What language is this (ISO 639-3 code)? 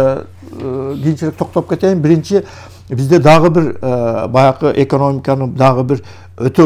kir